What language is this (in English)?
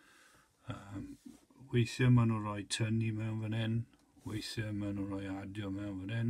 Welsh